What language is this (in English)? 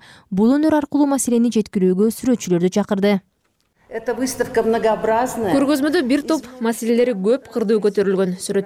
Kyrgyz